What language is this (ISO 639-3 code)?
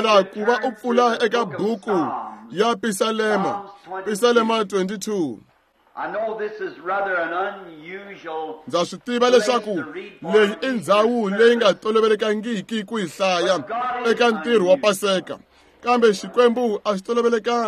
tso